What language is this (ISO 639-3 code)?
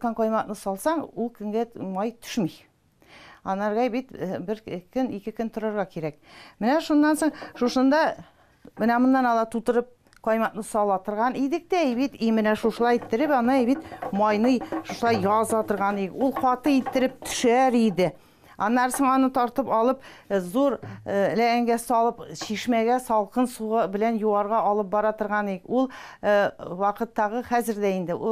tat